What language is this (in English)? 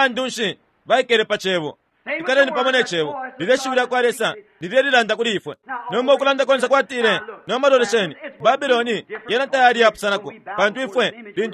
Bemba